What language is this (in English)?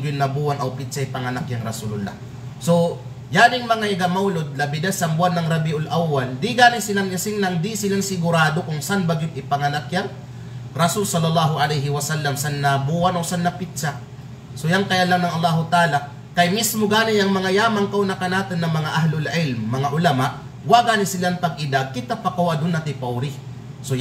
Kalagan